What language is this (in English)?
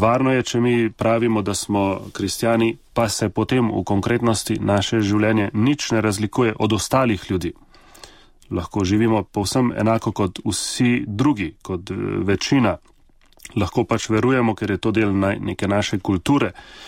Slovenian